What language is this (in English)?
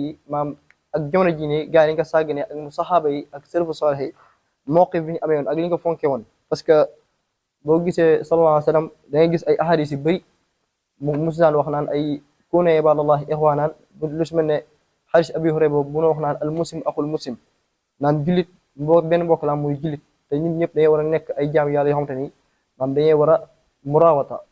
Wolof